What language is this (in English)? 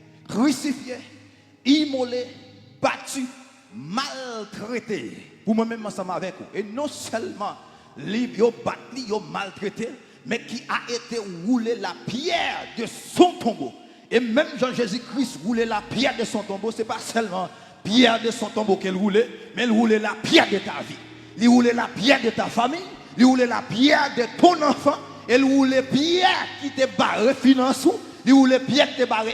Haitian Creole